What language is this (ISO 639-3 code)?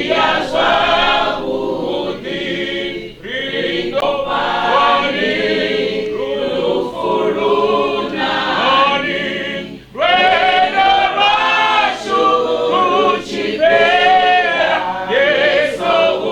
ven